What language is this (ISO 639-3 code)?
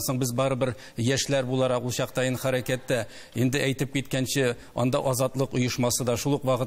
tat